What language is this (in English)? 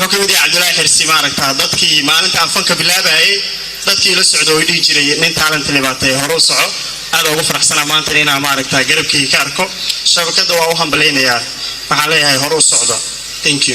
Somali